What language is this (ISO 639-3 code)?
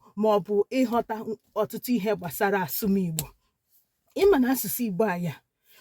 ibo